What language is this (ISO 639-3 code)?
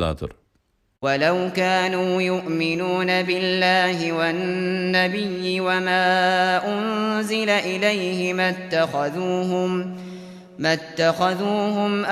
uig